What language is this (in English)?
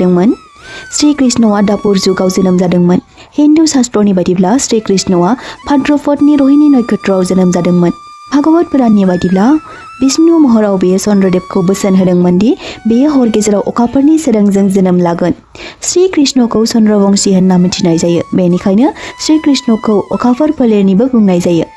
Bodo